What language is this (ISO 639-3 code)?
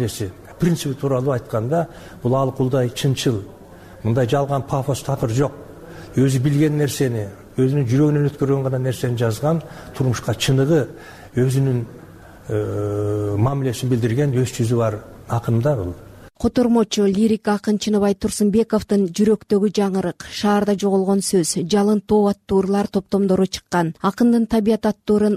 kir